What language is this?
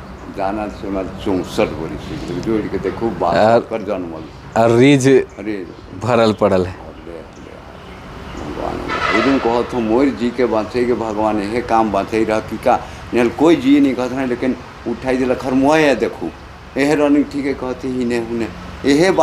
Sadri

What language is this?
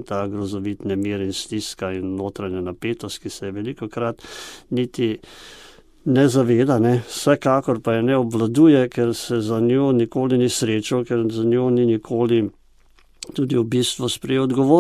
Slovenian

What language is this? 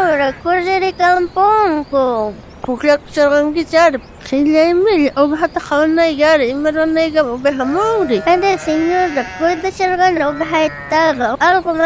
South Bolivian Quechua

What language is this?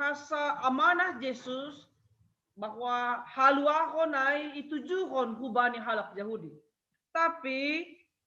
Batak Simalungun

